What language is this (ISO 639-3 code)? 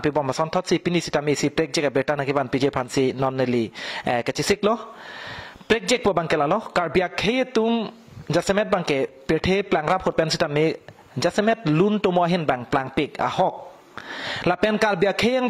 mjw